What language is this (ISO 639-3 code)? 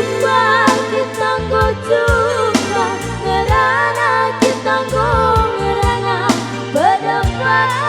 btx